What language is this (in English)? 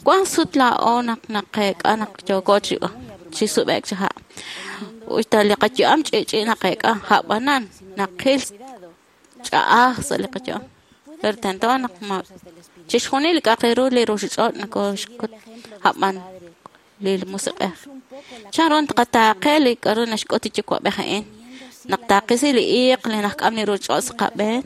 Kekchí